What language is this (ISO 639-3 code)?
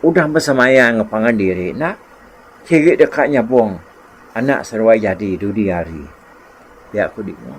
iba